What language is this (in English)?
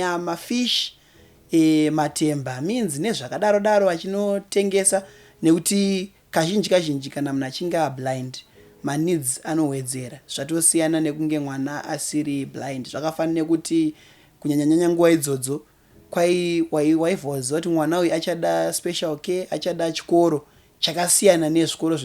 Shona